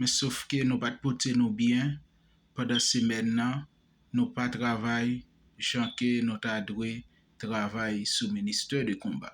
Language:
Haitian Creole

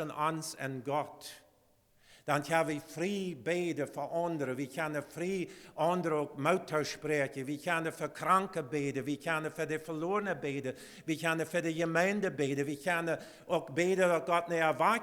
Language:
Plautdietsch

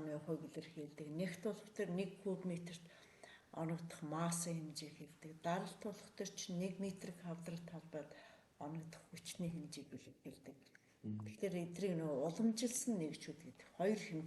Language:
Mongolian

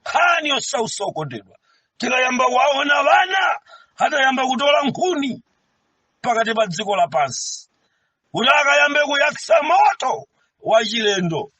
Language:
Nyanja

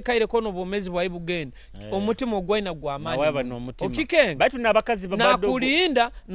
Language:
Nyoro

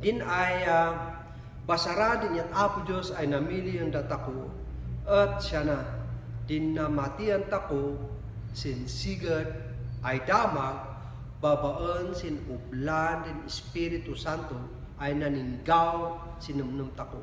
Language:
Kankanaey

